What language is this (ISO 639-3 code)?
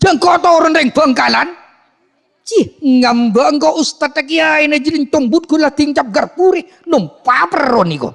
mad